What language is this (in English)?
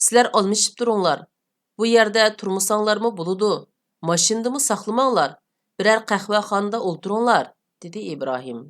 Uyghur